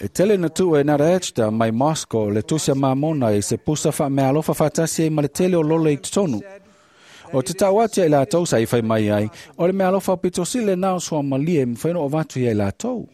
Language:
Samoan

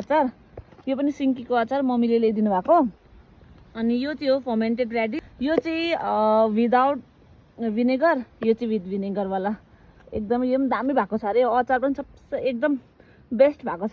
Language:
Nepali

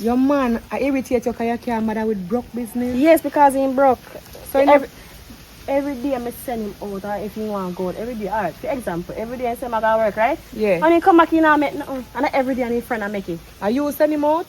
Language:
Jamaican Creole English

